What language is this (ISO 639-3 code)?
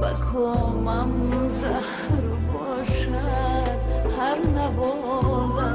tgk